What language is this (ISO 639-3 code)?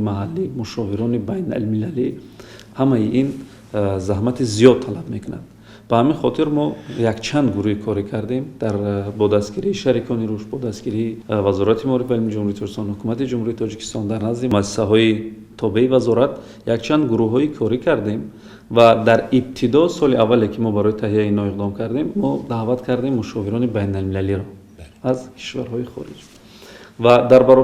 tgk